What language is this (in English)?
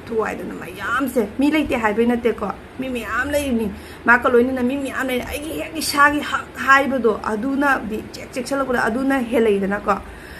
Manipuri